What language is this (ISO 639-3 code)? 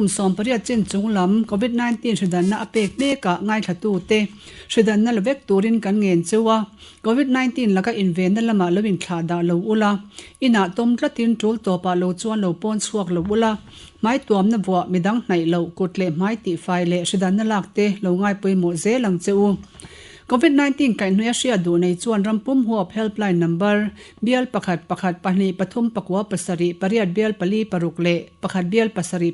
lus